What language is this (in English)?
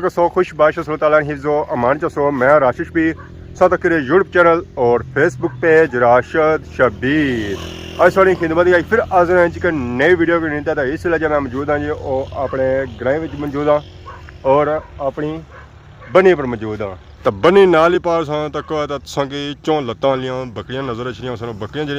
Pahari-Potwari